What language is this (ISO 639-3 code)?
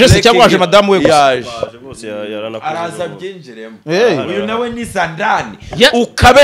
kin